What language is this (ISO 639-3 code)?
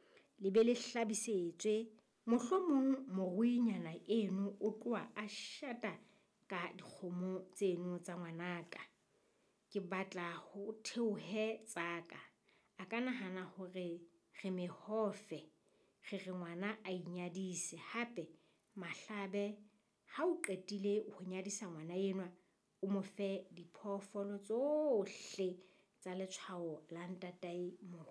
sot